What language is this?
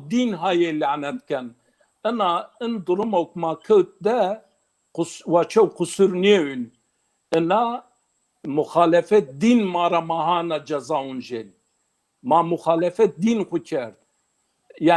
Zaza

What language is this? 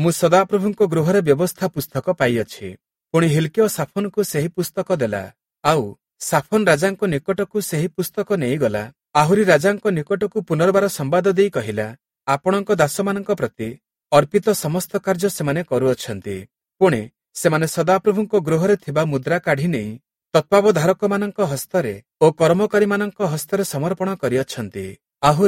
Odia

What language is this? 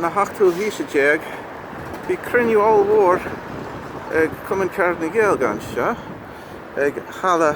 Irish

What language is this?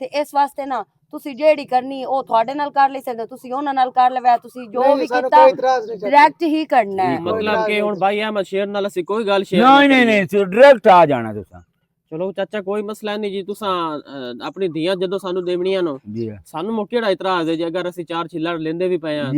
Western Panjabi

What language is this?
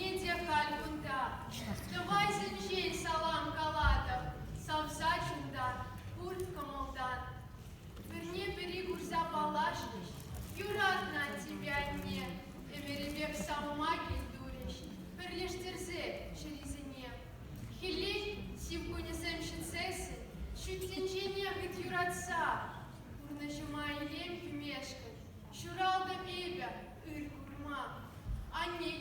Chuvash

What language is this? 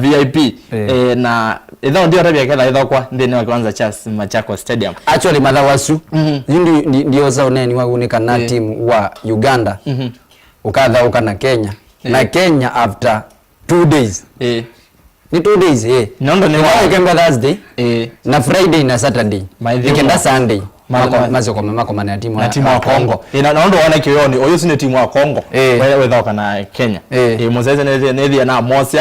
Kamba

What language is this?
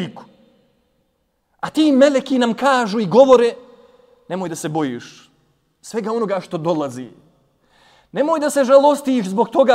Bosnian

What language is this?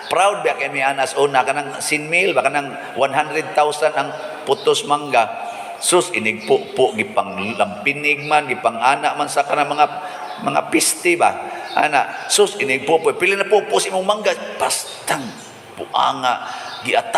Cebuano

